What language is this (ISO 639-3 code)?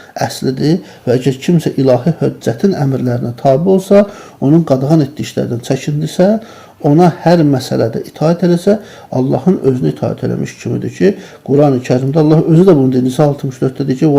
aze